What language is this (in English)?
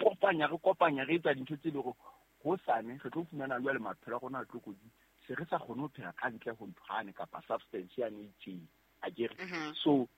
Southern Sotho